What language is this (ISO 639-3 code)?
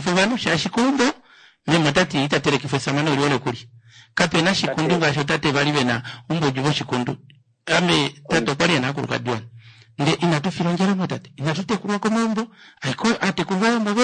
kua